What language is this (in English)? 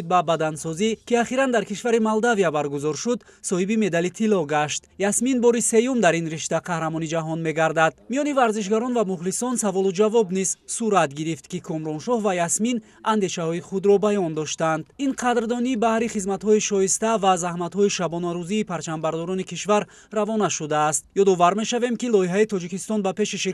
Tajik